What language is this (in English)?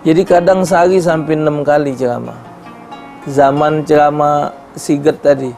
Musi